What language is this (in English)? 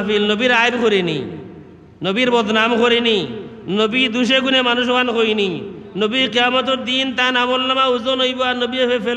Sylheti